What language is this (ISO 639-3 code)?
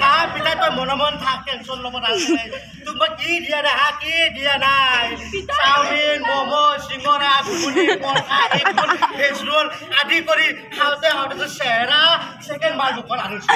asm